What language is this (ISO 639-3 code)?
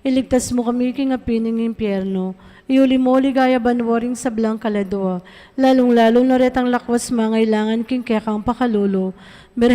pam